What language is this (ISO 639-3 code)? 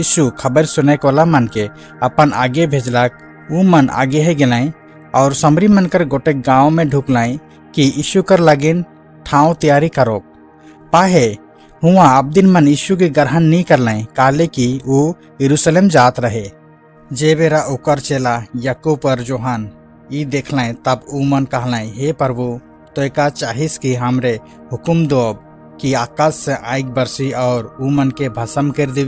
sck